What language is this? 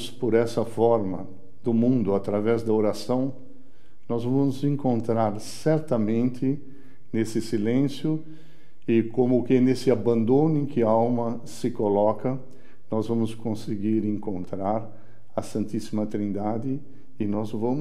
Portuguese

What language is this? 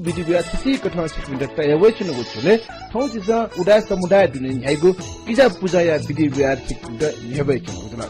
Newari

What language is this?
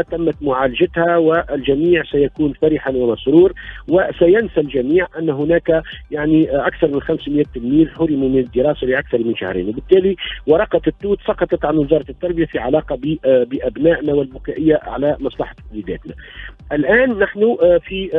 Tunisian Arabic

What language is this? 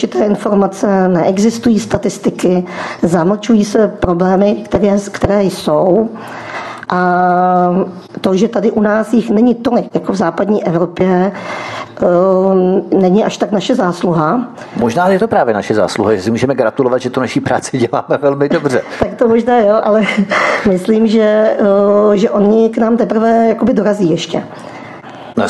Czech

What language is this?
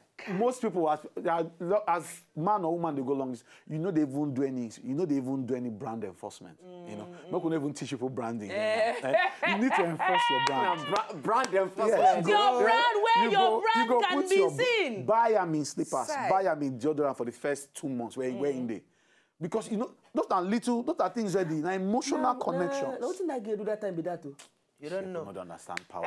Nigerian Pidgin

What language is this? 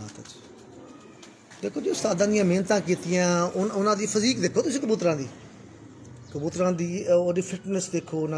Punjabi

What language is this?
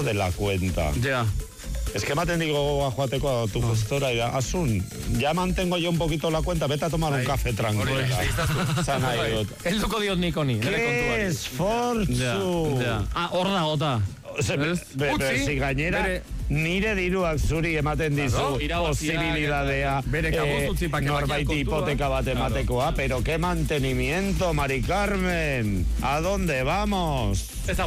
Basque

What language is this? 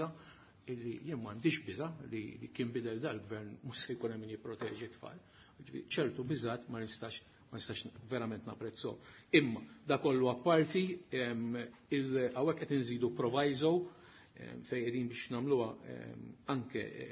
Maltese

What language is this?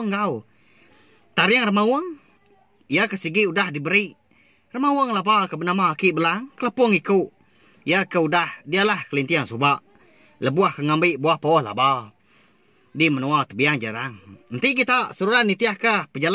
Iban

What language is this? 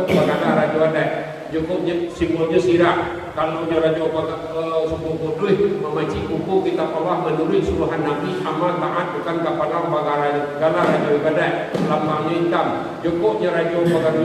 Minangkabau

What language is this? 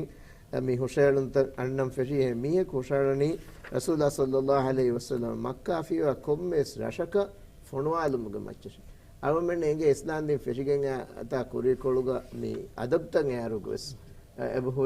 Divehi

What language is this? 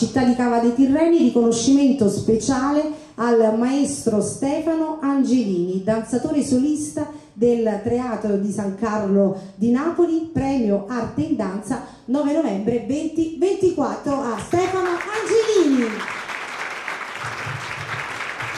Italian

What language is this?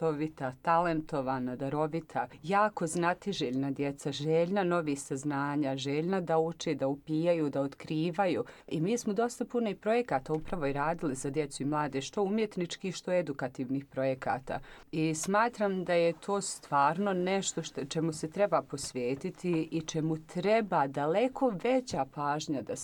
Croatian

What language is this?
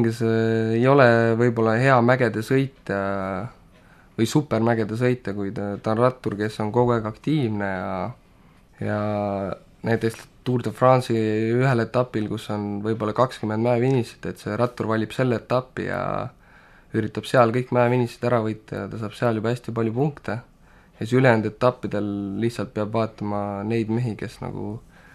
Estonian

